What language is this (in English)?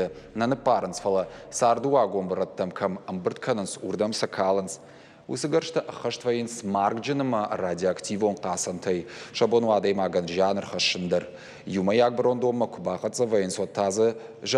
Ossetic